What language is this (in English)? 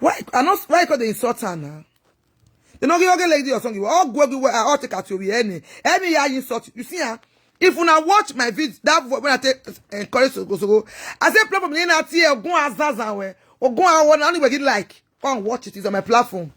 Nigerian Pidgin